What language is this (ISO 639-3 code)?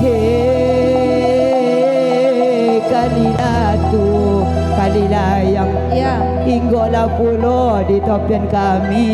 min